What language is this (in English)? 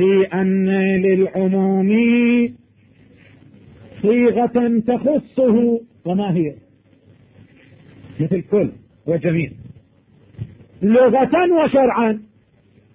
Arabic